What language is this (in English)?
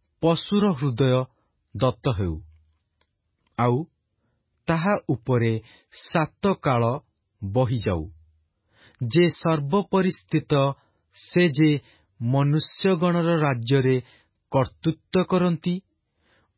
Odia